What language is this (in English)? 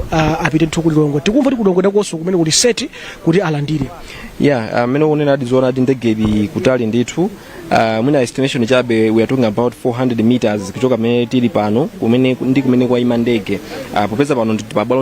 Nyanja